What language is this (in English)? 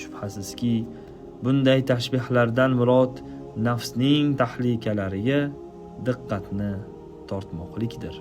Uzbek